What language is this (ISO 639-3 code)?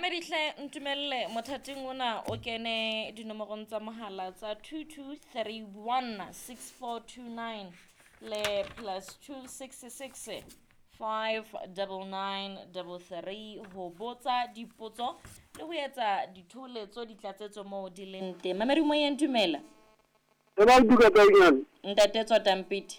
sot